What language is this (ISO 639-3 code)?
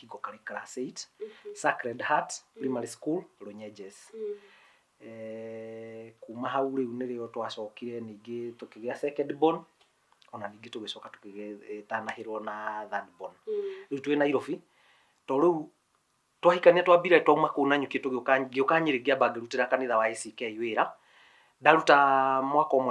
kik